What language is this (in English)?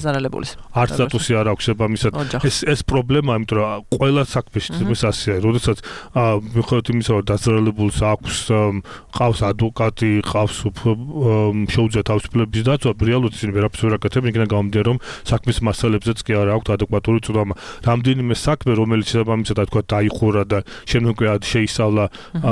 Georgian